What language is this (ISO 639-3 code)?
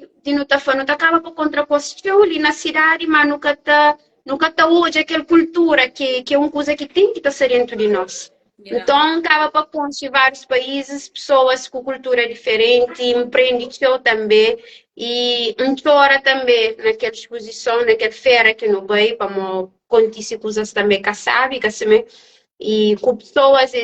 kea